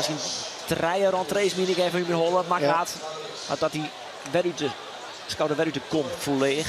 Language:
Western Frisian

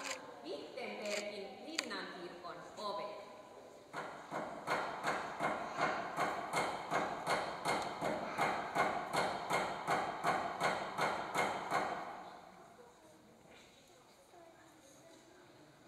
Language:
Finnish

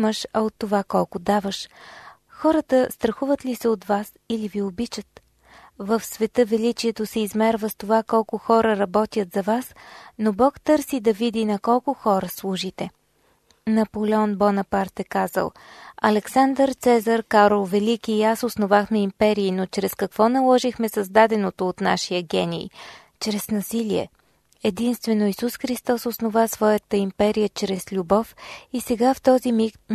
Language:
Bulgarian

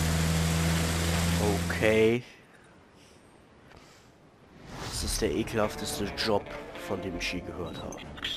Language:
German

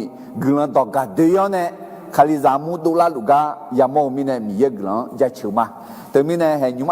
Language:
Akha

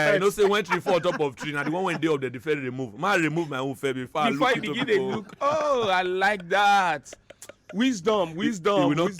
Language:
Nigerian Pidgin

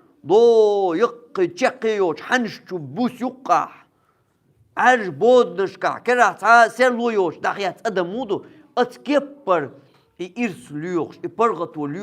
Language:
Chechen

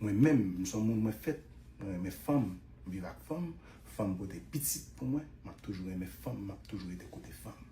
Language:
Haitian Creole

